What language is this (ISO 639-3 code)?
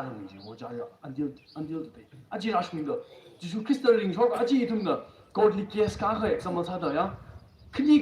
nmf